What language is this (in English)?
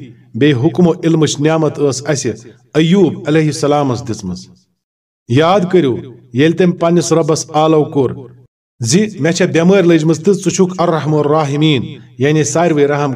Kashmiri